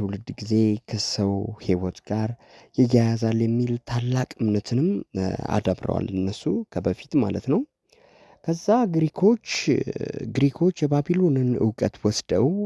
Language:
Amharic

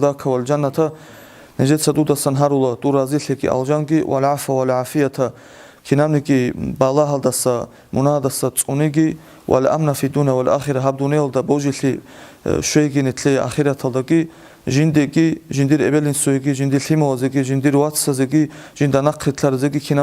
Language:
Avaric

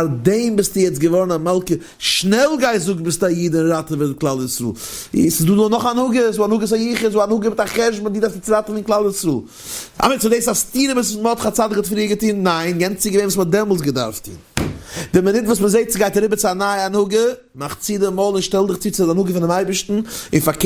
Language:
Yiddish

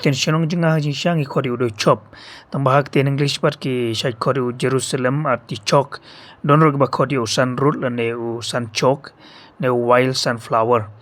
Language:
Khasi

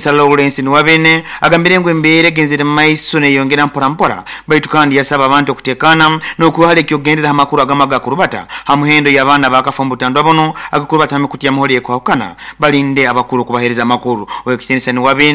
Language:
Nyoro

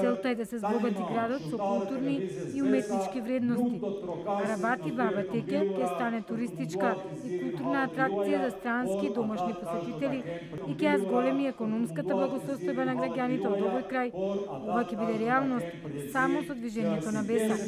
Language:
Macedonian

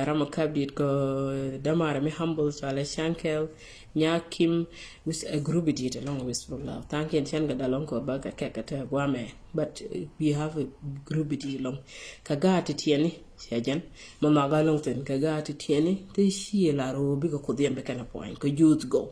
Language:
Nuer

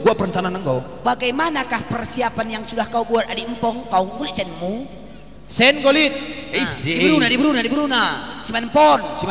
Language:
Batak Karo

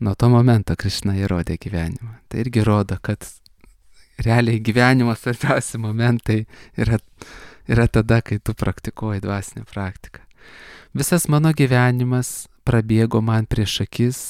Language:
Lithuanian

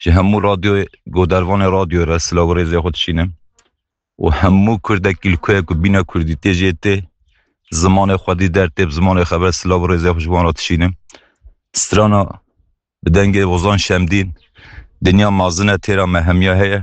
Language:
Kurdish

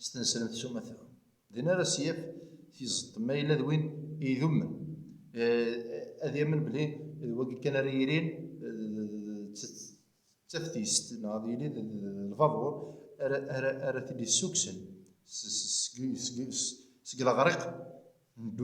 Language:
Kabyle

